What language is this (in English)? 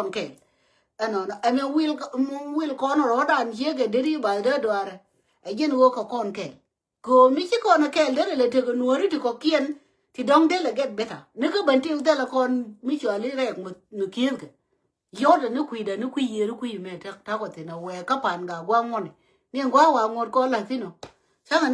Nuer